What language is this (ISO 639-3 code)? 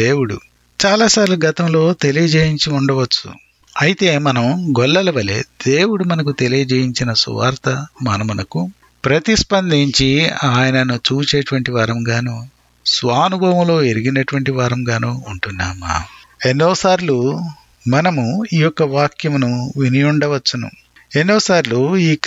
tel